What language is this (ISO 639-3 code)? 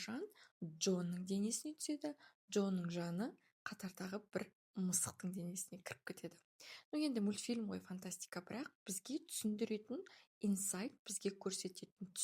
kaz